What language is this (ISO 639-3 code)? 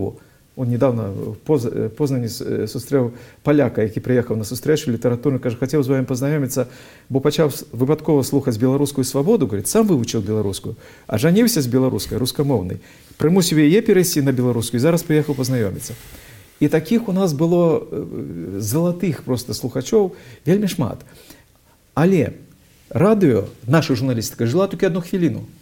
bel